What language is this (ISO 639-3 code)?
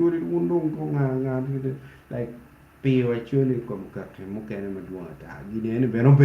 ach